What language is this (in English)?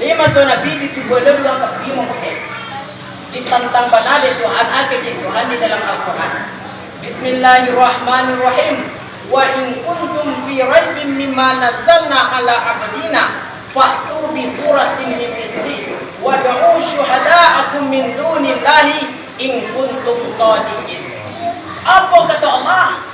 Minangkabau